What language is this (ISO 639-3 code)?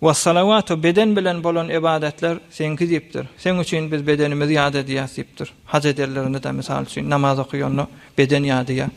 tuk